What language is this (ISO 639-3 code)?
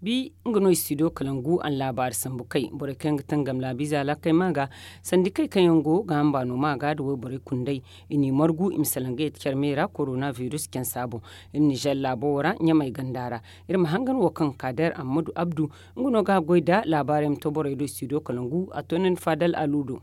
dje